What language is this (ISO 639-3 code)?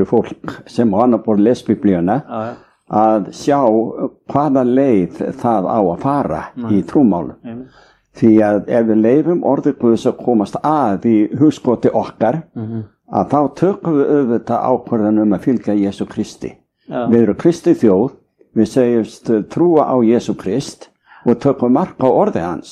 isl